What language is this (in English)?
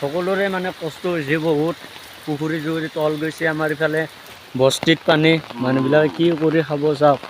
Assamese